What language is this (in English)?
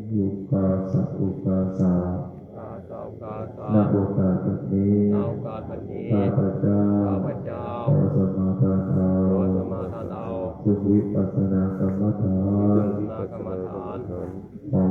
Pali